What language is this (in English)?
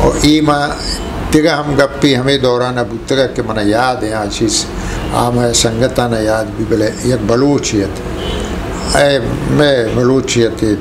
Eastern Balochi